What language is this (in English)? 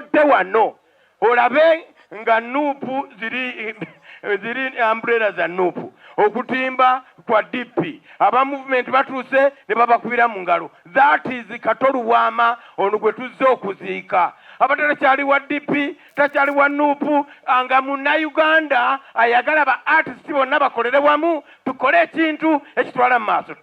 Ganda